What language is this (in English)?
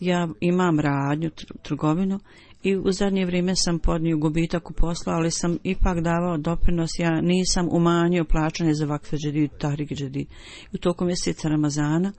Bosnian